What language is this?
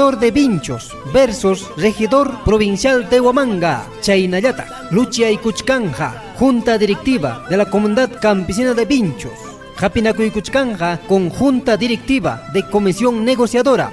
Ayacucho Quechua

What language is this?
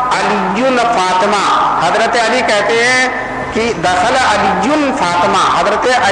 Urdu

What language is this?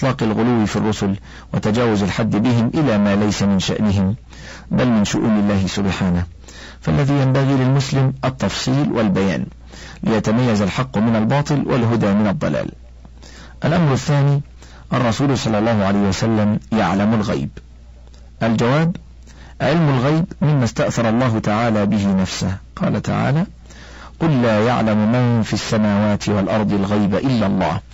Arabic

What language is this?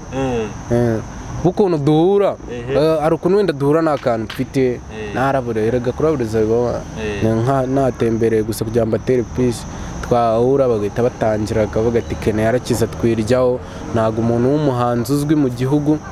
Kinyarwanda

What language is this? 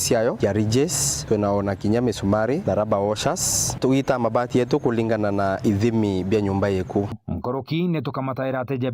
Meru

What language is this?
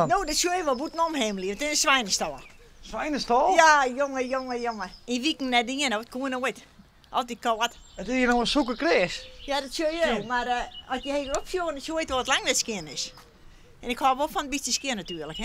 Western Frisian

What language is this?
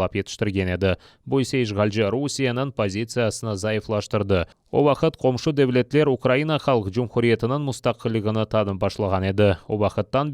Crimean Tatar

